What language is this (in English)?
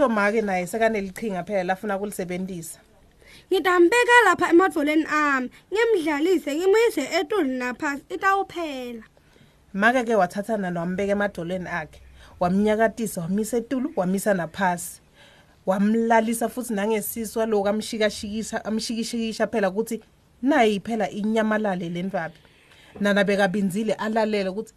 Swati